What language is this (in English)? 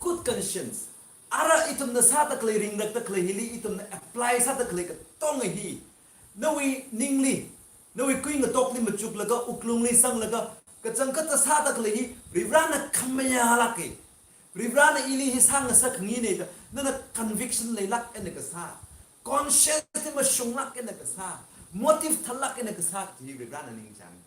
Tangkhul Naga (India)